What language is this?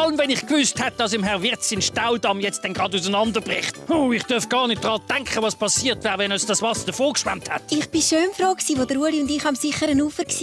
Swiss German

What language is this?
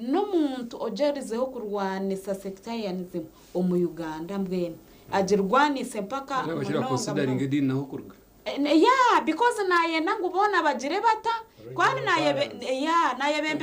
Nyankole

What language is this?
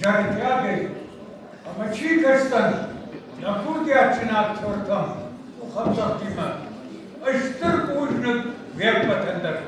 Ossetic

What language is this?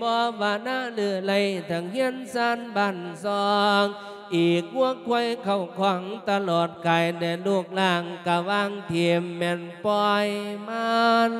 Lao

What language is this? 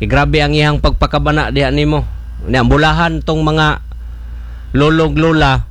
Cebuano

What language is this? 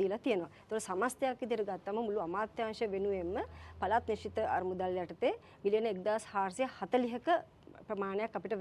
Sinhala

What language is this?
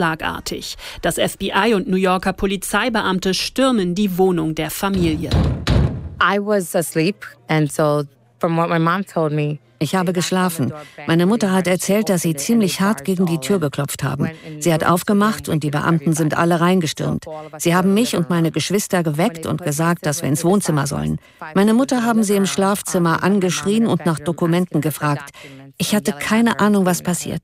German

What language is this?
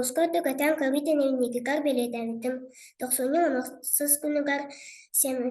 Yakut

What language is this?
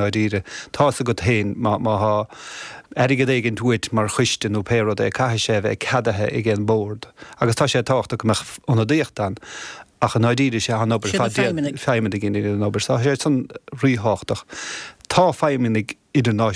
Irish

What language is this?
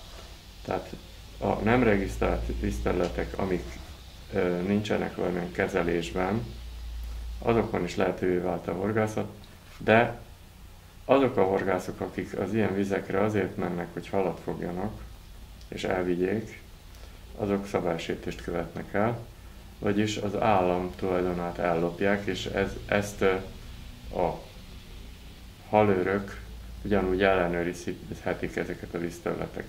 Hungarian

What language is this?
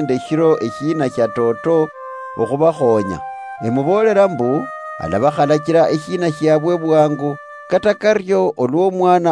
Luyia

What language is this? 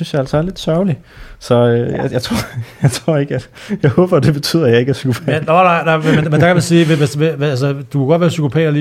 Danish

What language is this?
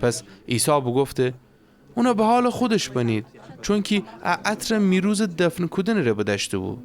Gilaki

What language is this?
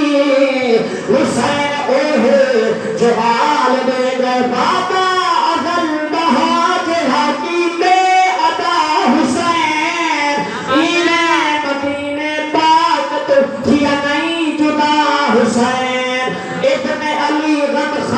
Saraiki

